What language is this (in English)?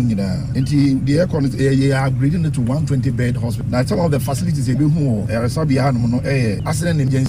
Akan